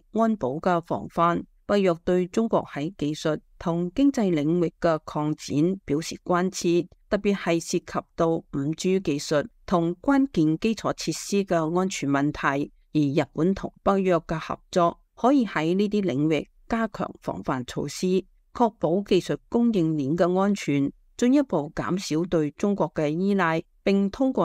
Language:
Cantonese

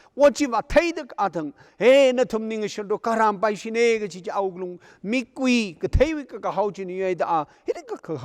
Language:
Tangkhul Naga (India)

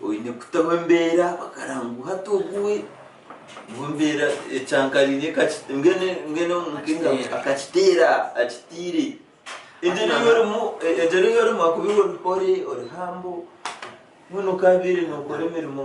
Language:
Nyankole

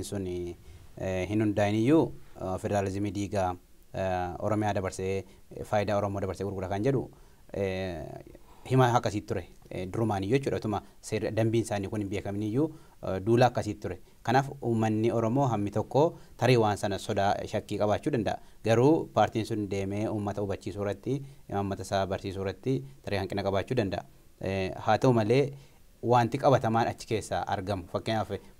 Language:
Oromo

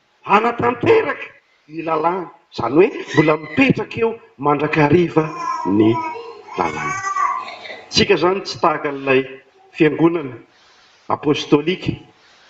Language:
Malagasy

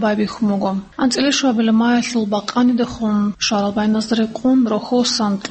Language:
Avaric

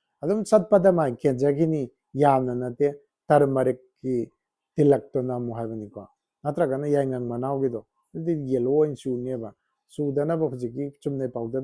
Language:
Manipuri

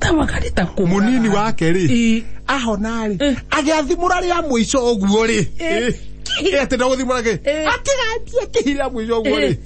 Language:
Kikuyu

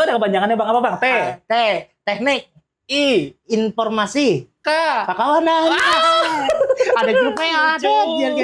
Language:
Banjar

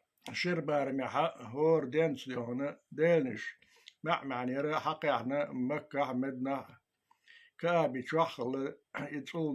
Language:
Chechen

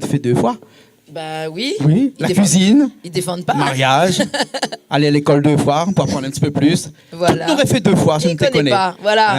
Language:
Réunion Creole French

